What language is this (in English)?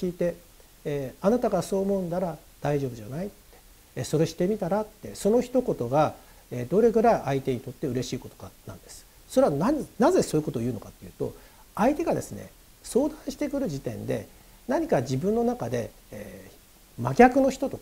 Japanese